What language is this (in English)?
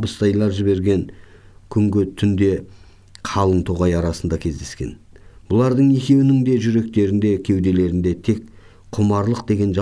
Kazakh